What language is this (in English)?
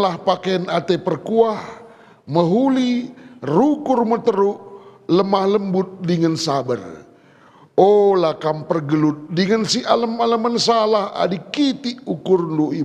Batak Karo